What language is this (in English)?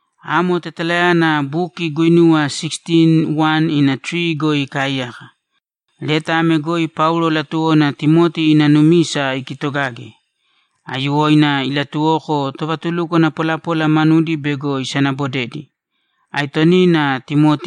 Croatian